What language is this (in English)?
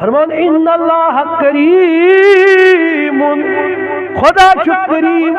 Kashmiri